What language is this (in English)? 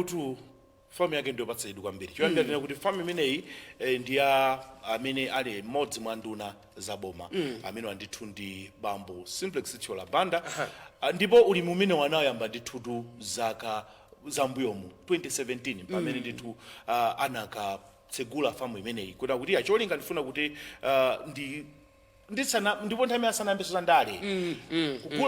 Nyanja